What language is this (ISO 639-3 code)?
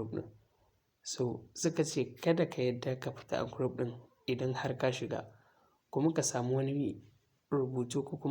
hau